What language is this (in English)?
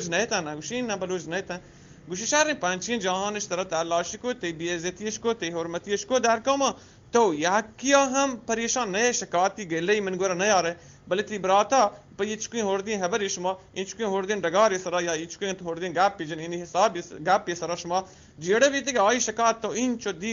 Eastern Balochi